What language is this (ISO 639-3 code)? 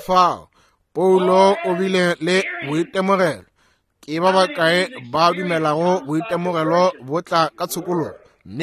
nso